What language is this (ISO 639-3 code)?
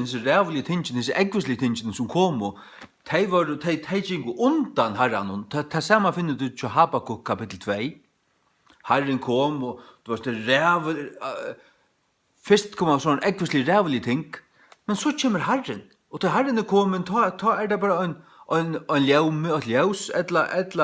fao